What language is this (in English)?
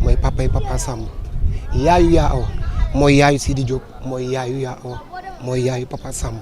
Wolof